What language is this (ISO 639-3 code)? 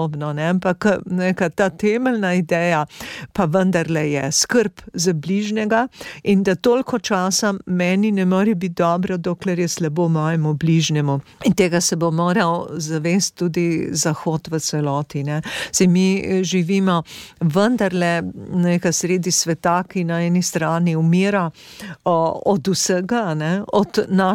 slv